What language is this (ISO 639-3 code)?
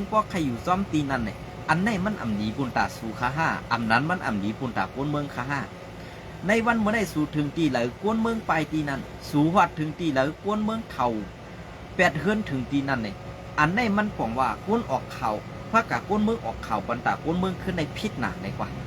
shn